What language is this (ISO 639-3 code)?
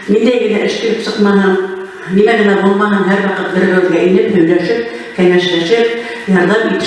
bak